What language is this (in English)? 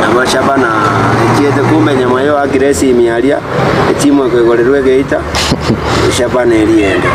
Gusii